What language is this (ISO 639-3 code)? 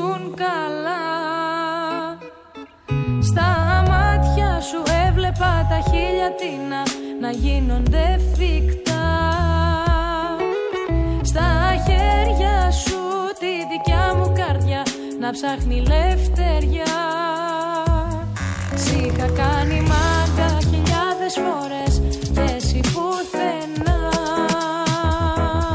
ell